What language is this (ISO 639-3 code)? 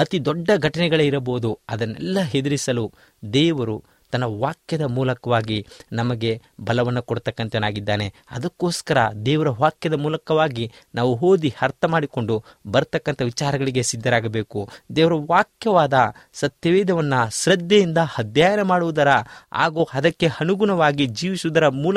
kan